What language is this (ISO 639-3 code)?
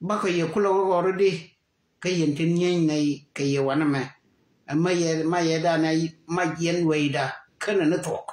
nus